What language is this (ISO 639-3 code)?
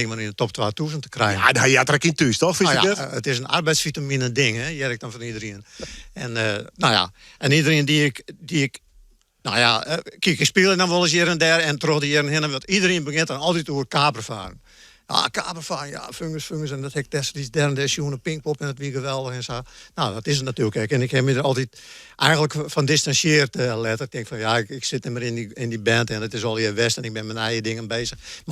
fry